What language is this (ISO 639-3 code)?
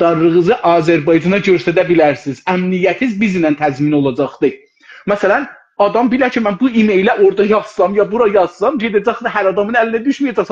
azb